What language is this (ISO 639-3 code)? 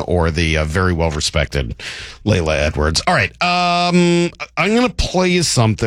eng